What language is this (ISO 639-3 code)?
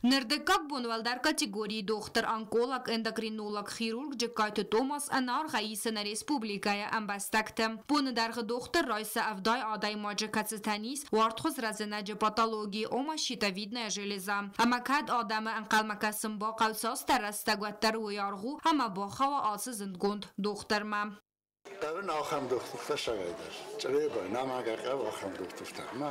oss